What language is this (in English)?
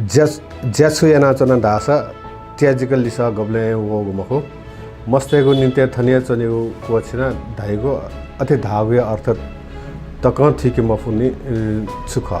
Newari